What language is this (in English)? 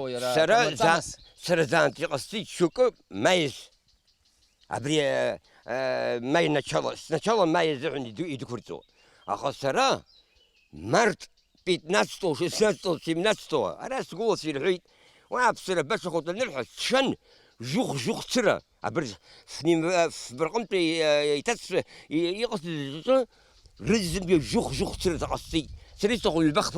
Abkhazian